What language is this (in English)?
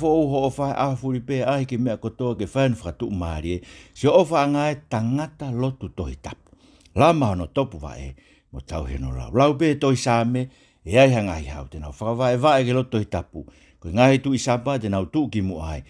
Tongan